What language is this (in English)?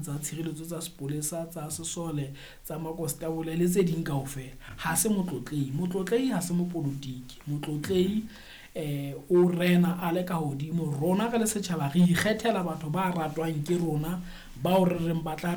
Southern Sotho